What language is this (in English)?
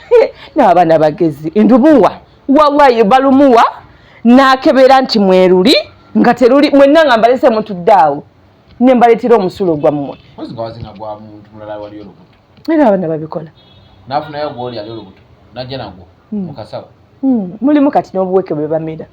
Ganda